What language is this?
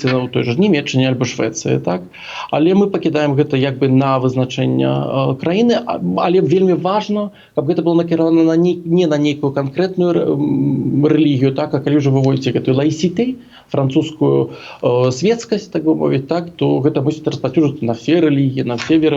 Belarusian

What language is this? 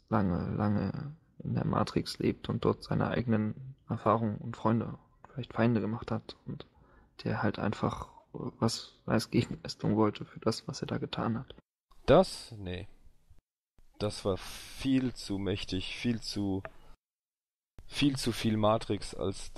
German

